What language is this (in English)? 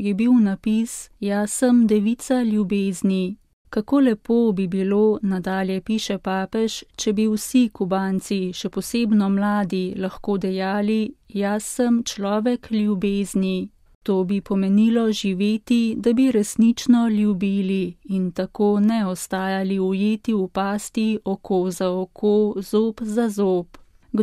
Slovenian